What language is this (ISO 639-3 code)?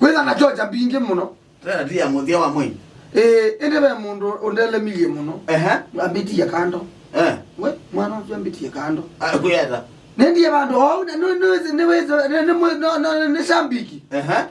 kam